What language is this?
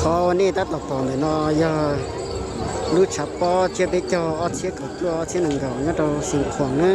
Hmong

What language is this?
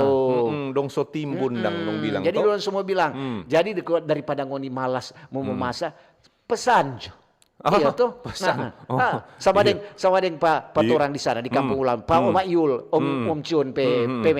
Manado Malay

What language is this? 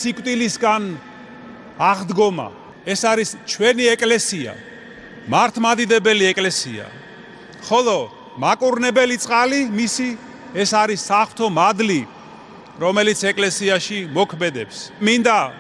Georgian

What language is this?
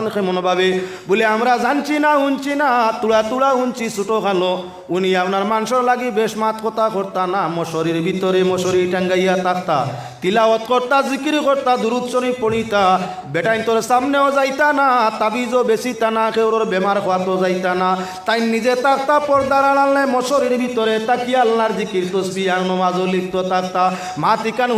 Sylheti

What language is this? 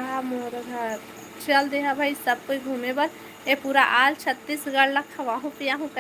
Chhattisgarhi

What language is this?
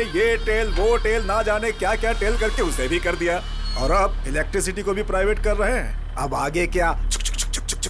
Hindi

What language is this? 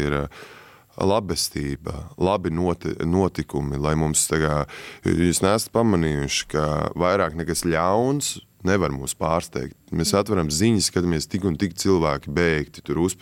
Latvian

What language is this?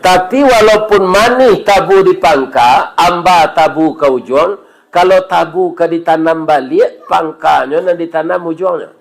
Minangkabau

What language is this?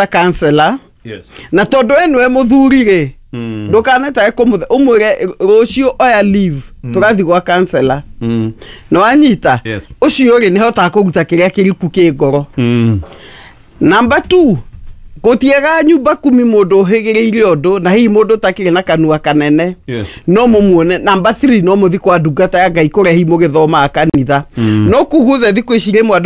Kikuyu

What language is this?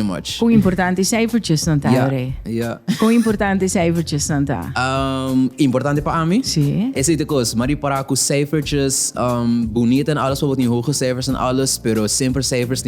Papiamento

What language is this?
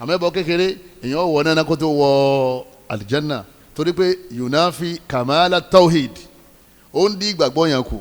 Yoruba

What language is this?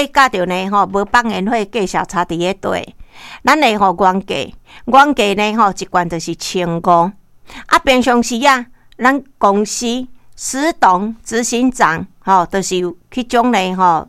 Min Nan Chinese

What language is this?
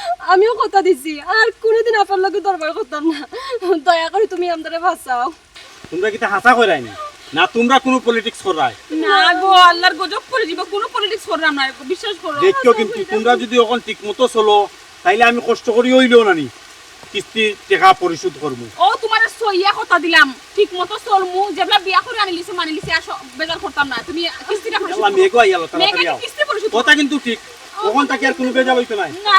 Sylheti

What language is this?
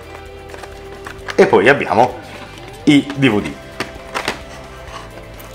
Italian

